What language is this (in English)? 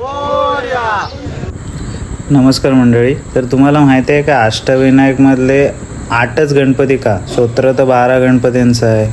Marathi